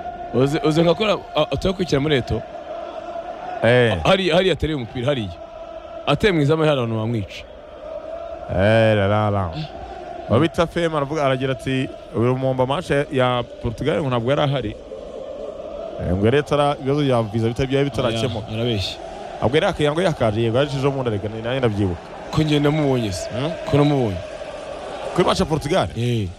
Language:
Kinyarwanda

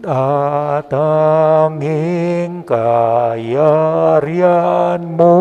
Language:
Pampanga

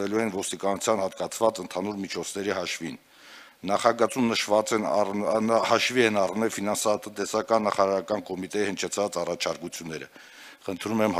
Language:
Armenian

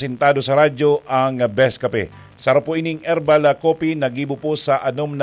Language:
Bikol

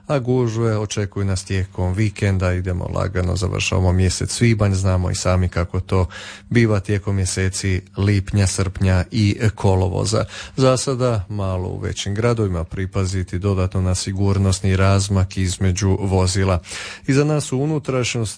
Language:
Croatian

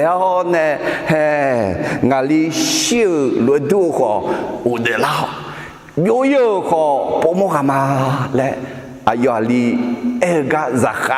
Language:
Akha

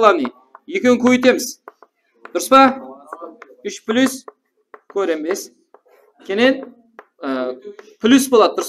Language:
Kara-Kalpak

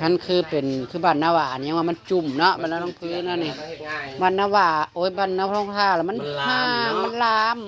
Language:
Northeastern Thai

